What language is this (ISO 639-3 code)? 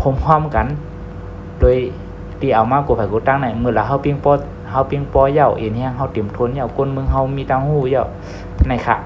shn